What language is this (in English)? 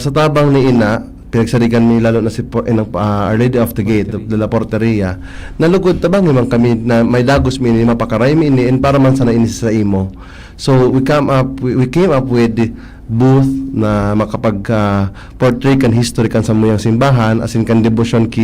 Bikol